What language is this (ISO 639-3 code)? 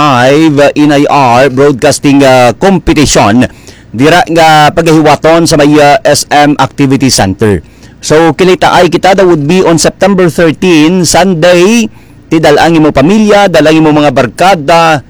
hil